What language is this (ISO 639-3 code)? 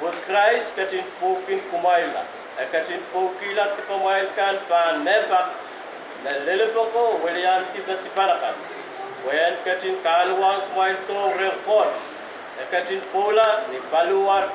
pon